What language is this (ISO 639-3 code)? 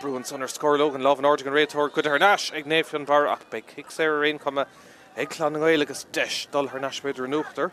gle